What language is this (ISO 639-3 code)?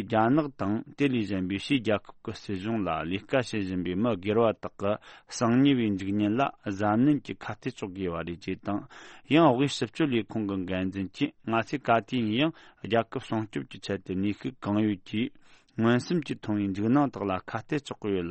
bod